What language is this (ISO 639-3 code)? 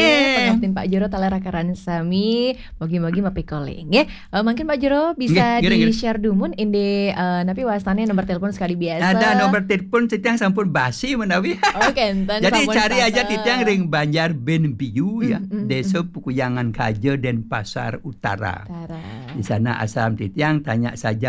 ban